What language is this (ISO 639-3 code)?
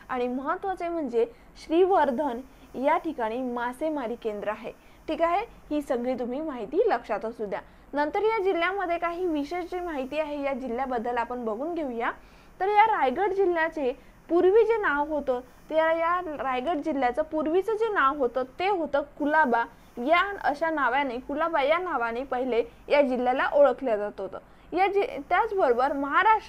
mar